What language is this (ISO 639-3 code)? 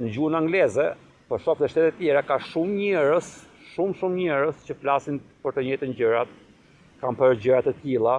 sqi